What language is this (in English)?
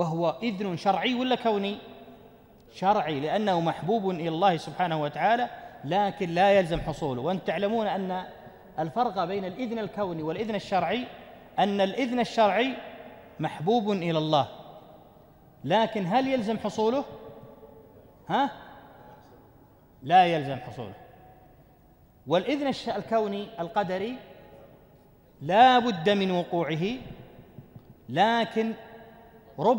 Arabic